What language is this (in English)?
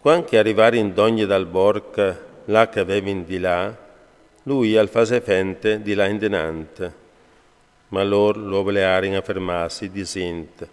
Friulian